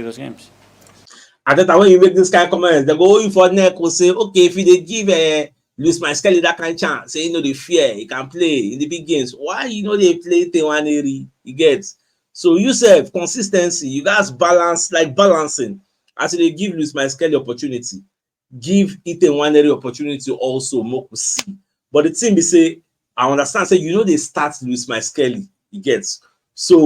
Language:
Nigerian Pidgin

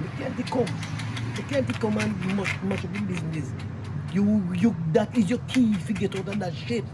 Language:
Jamaican Creole English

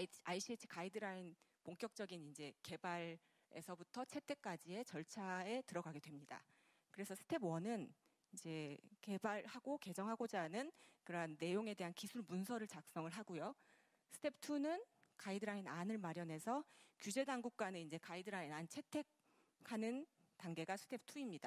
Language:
Korean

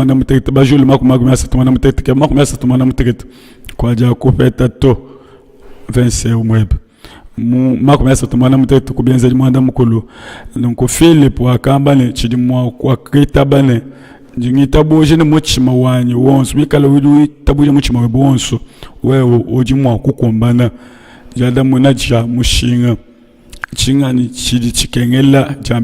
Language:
Luba-Lulua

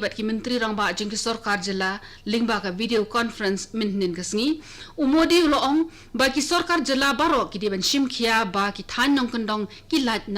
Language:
Khasi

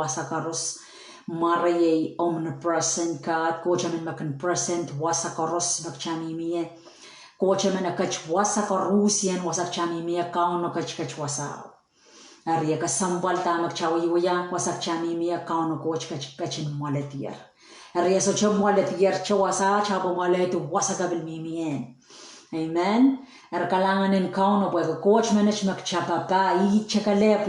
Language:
Pohnpeian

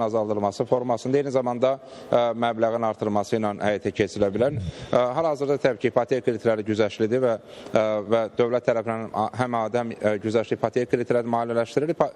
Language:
Azerbaijani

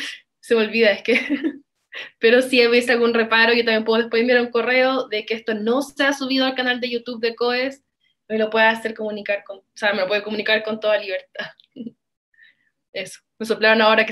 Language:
Spanish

